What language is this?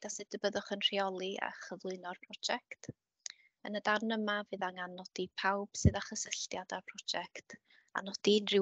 Welsh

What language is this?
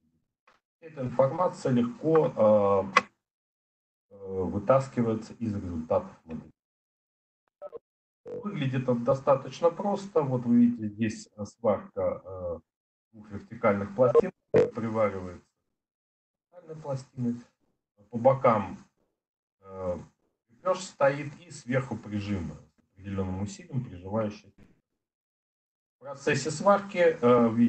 Russian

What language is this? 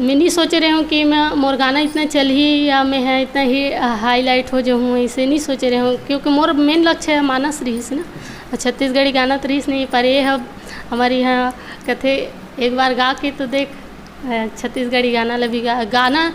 Chhattisgarhi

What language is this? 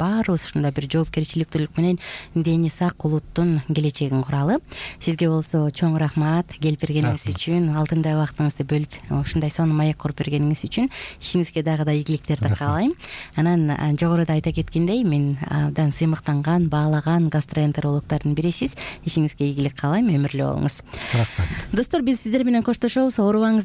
Kyrgyz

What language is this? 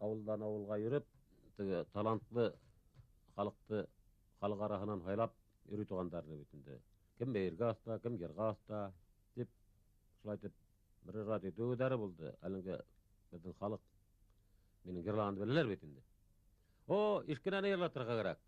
Bashkir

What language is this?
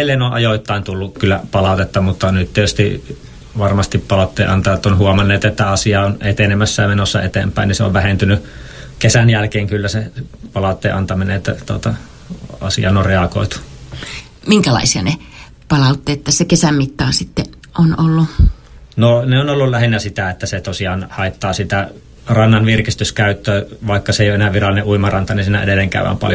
Finnish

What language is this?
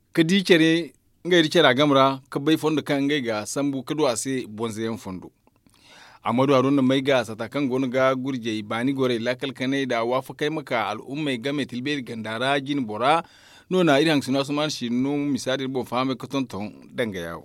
Zarma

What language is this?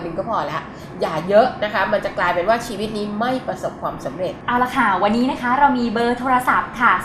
Thai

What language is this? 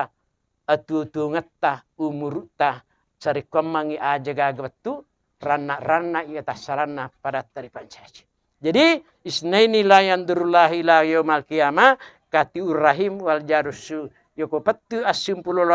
Buginese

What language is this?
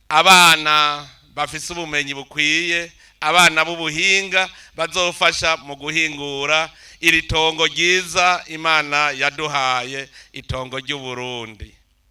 Rundi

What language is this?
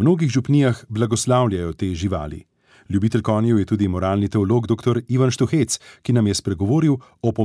Slovenian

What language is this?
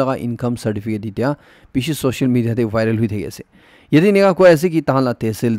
Naga Pidgin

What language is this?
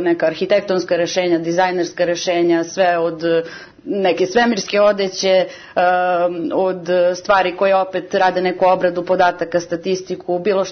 Serbian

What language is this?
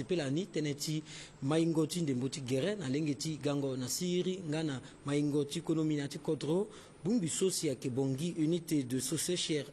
Sango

